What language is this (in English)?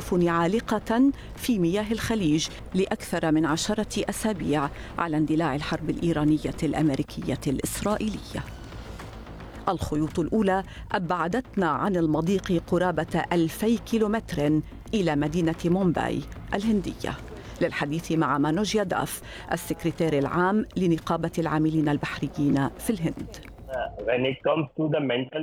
Arabic